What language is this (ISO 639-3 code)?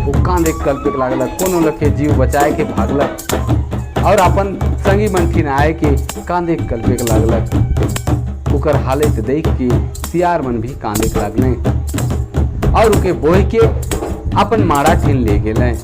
sck